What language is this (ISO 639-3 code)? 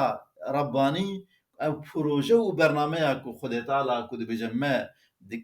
kur